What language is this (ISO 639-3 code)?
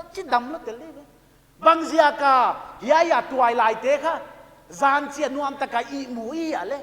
pck